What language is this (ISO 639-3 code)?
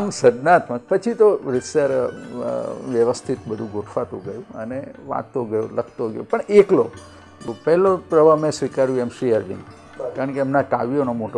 guj